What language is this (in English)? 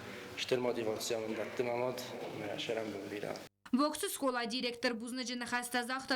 Ossetic